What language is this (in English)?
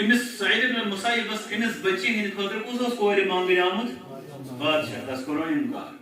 Kashmiri